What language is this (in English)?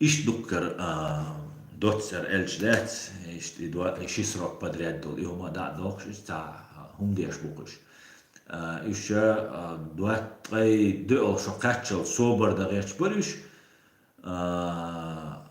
Chechen